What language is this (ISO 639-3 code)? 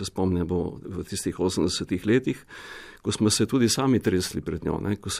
slv